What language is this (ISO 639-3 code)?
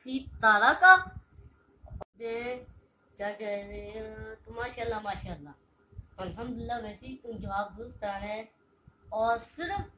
urd